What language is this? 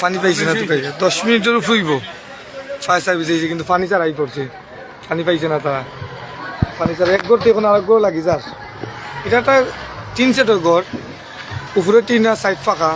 Sylheti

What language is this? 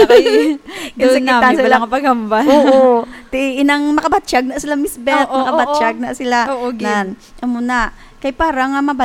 Hiligaynon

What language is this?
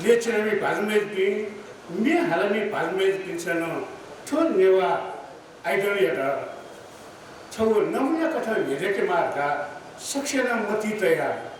Newari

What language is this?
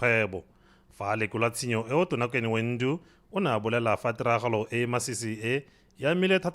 Tswana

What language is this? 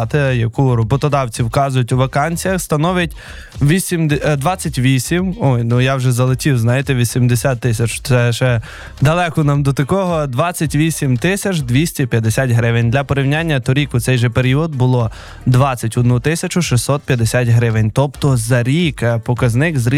Ukrainian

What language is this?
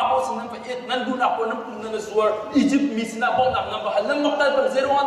Hakha Chin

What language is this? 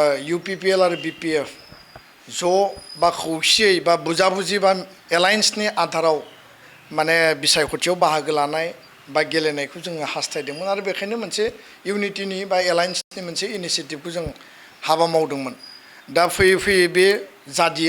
Bodo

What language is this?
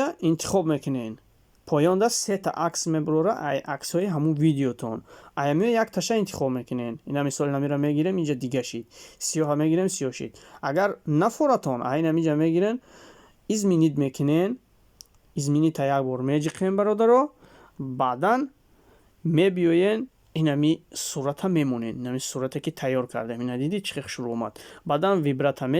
Tajik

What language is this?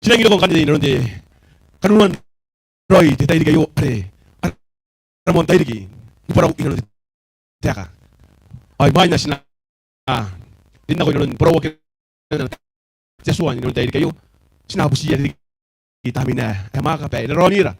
Gilbertese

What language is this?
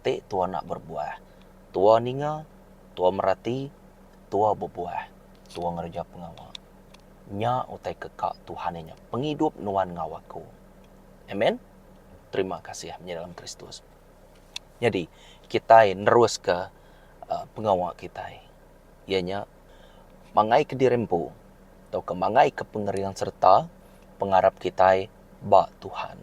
Iban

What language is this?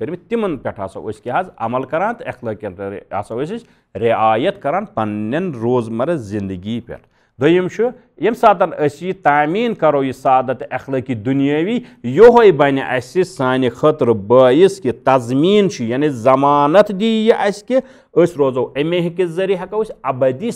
Kashmiri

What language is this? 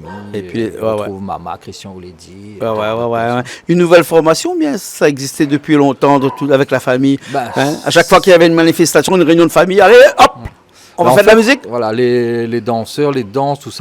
Réunion Creole French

